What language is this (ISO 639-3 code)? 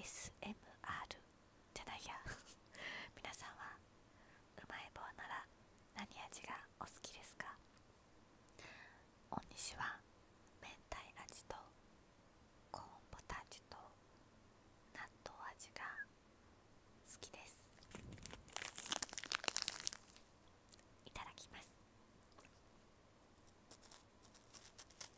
jpn